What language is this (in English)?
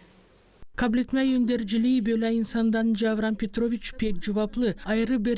Gagauz